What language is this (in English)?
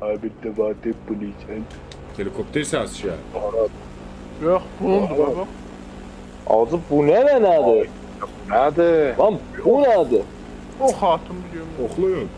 South Azerbaijani